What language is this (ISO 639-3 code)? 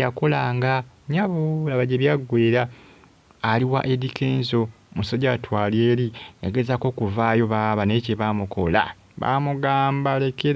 lug